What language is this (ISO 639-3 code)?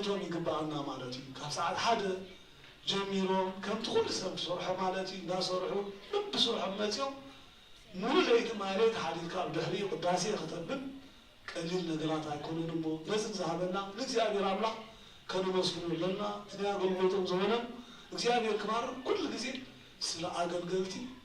tir